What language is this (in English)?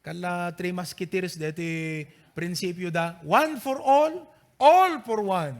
Iloko